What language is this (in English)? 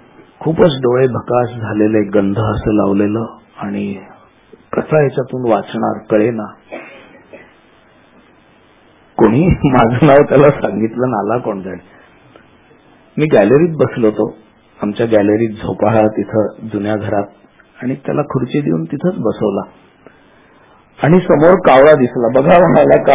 Marathi